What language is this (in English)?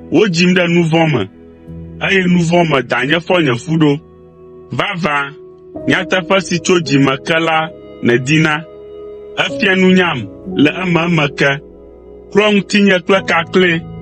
Ewe